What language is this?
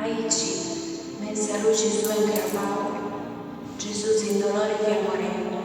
Sardinian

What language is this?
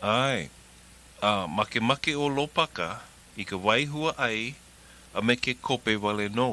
Hawaiian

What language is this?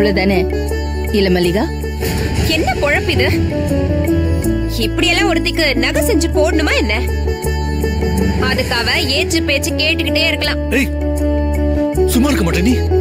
Tamil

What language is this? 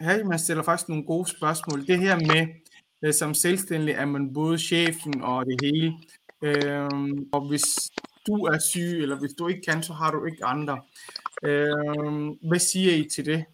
Danish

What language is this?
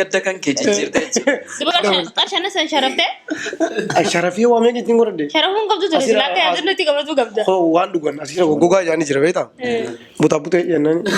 Oromo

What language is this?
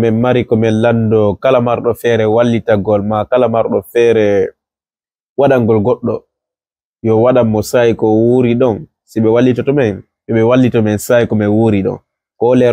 Fula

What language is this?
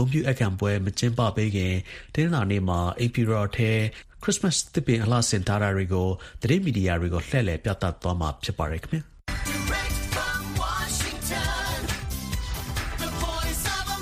Burmese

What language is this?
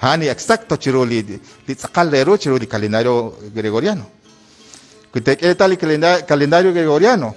Kekchí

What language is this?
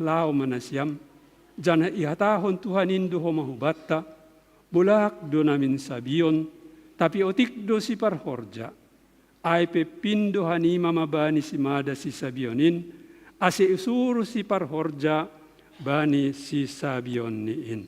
Batak Simalungun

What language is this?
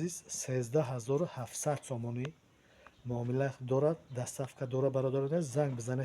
Tajik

